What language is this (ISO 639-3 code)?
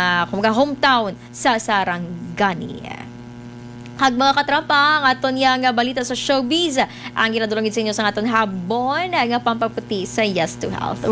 hil